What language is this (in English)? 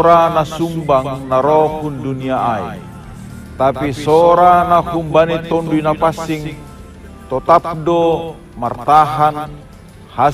Batak Simalungun